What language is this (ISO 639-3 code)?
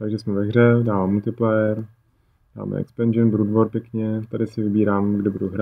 ces